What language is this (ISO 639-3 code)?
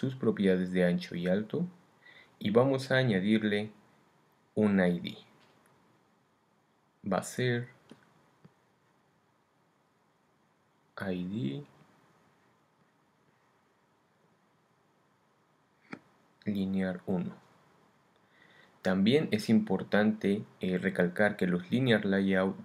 spa